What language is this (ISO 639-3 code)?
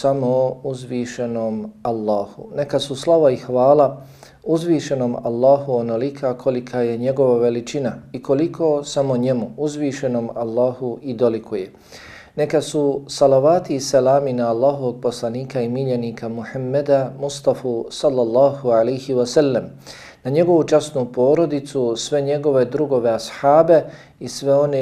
bos